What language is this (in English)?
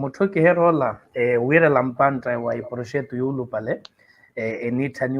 Makhuwa